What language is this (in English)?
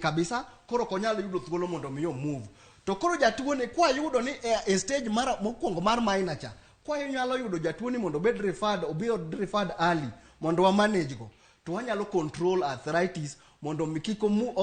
Luo (Kenya and Tanzania)